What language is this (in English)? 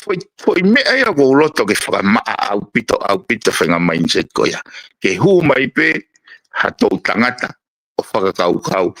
Tongan